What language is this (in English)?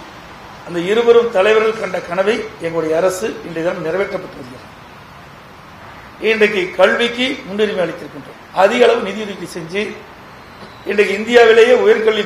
Tamil